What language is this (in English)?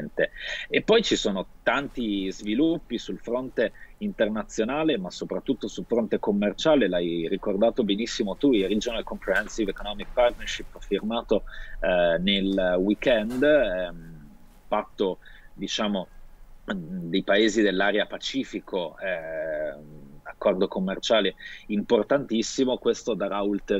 Italian